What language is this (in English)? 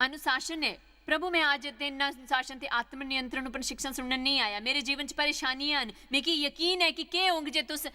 Dogri